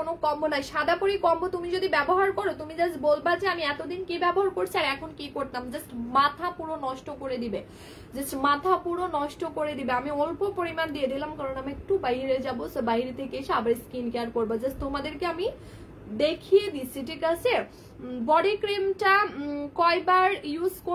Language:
Bangla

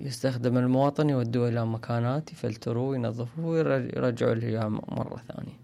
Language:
Mesopotamian Arabic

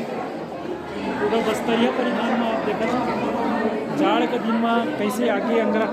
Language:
Chhattisgarhi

